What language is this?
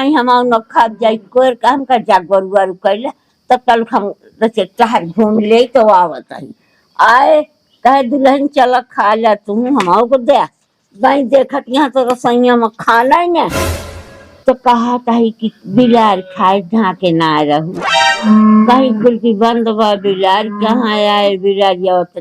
Awadhi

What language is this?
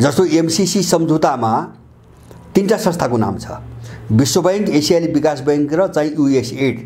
Nepali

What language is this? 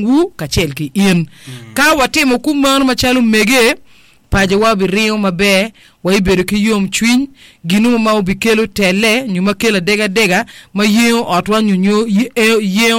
Acoli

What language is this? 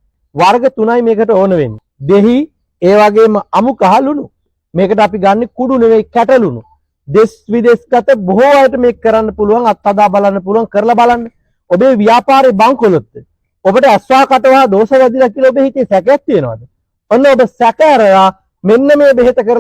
Sinhala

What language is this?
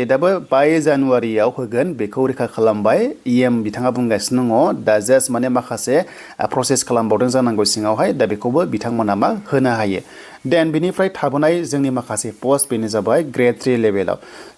Bodo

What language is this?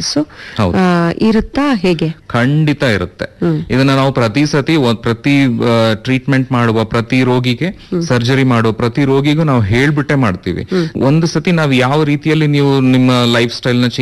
Kannada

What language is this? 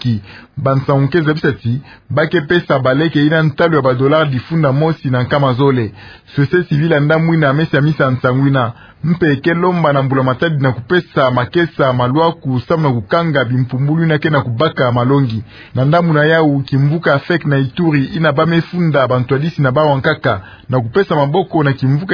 Kituba (Democratic Republic of Congo)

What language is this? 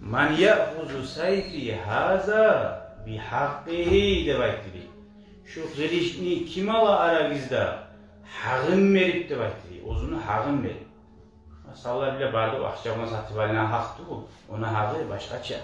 Kumyk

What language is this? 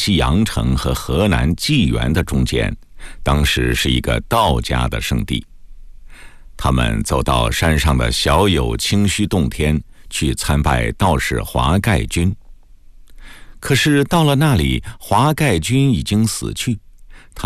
Chinese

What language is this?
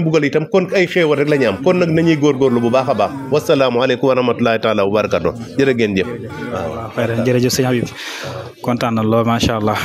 Wolof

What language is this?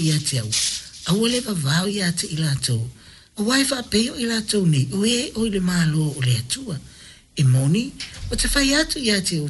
Samoan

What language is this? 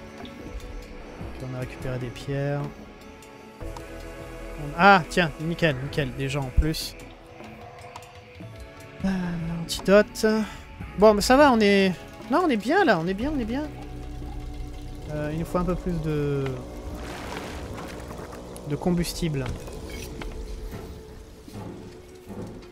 French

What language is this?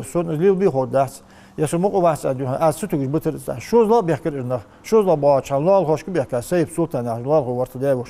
Ingush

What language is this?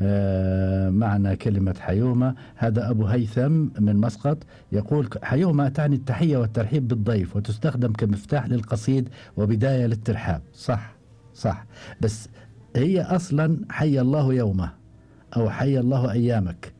Gulf Arabic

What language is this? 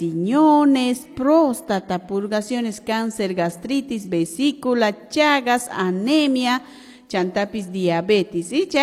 Quechua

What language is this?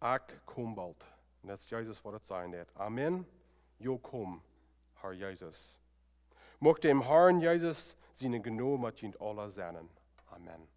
Plautdietsch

